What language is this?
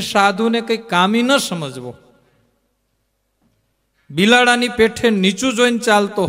Gujarati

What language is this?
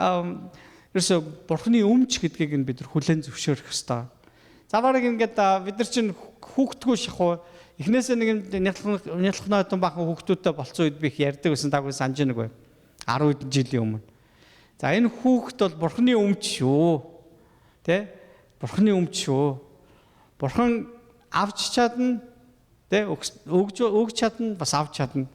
Mongolian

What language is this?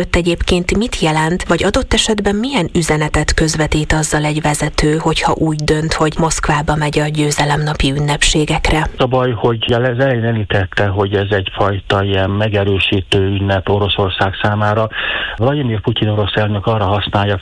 Hungarian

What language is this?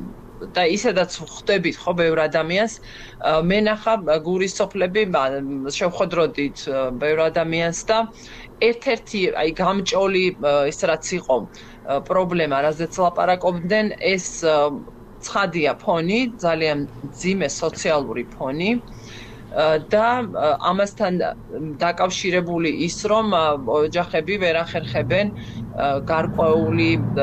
Georgian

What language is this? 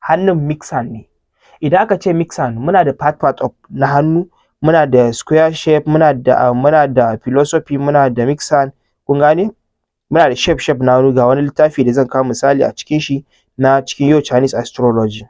Hausa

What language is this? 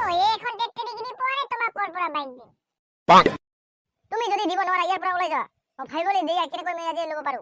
Assamese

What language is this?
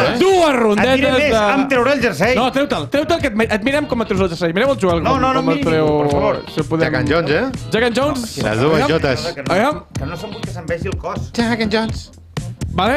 Catalan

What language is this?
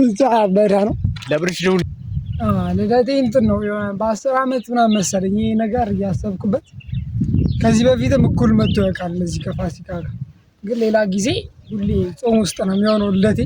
Amharic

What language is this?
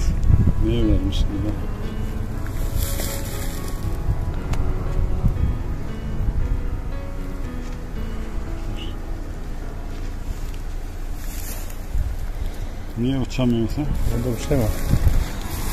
Turkish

